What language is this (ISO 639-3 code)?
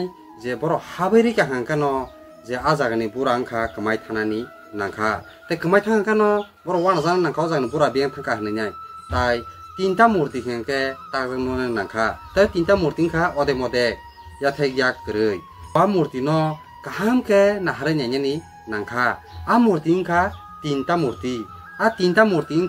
trp